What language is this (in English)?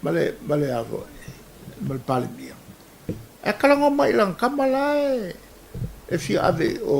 Samoan